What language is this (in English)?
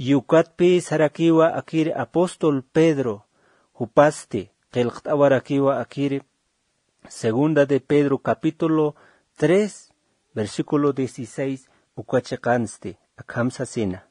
Aymara